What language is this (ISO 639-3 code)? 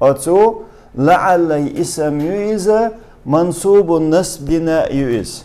che